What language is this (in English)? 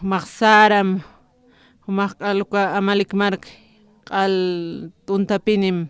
Aymara